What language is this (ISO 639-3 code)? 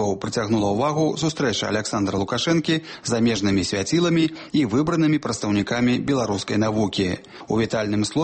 bel